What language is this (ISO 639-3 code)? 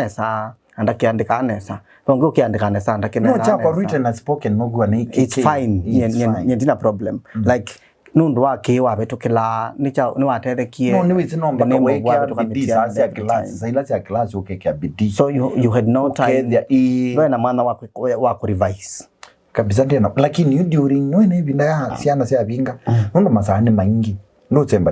kam